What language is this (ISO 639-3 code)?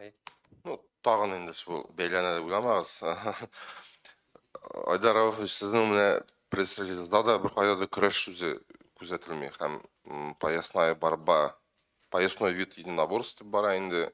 tat